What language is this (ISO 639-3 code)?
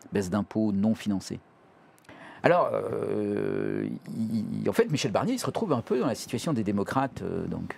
fra